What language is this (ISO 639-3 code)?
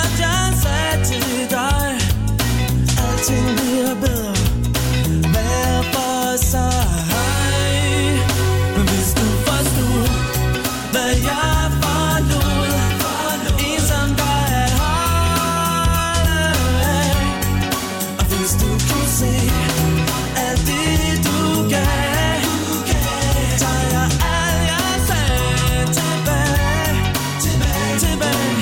dan